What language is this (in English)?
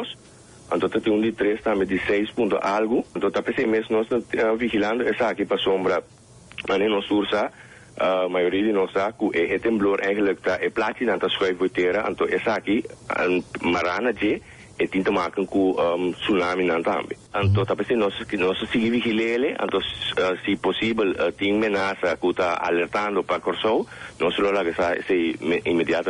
Papiamento